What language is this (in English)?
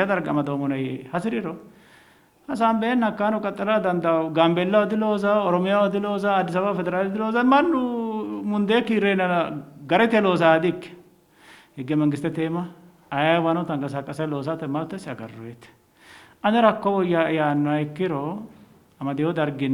Sidamo